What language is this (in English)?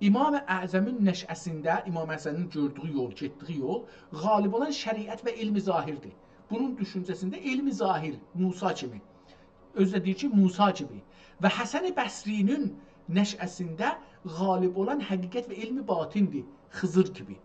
South Azerbaijani